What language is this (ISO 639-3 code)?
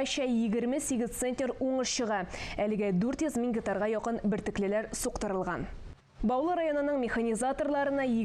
tat